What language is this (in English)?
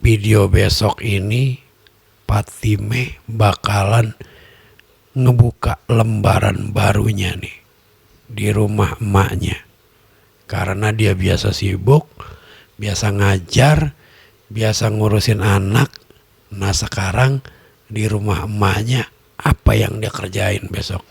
Betawi